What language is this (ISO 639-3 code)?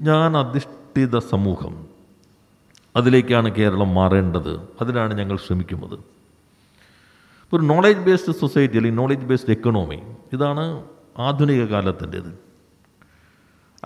mal